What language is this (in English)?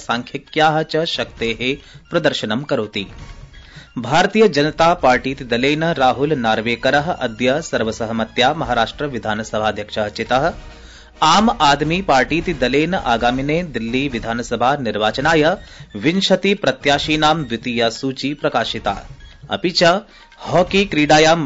Sanskrit